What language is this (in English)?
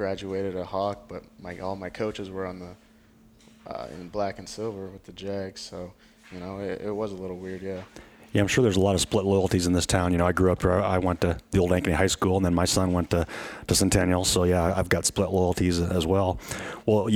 English